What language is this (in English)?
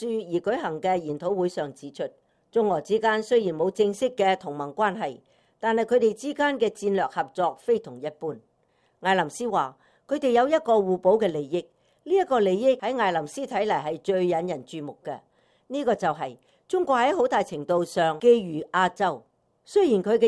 Cantonese